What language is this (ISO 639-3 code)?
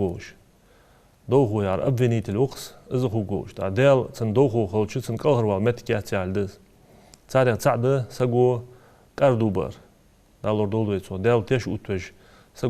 inh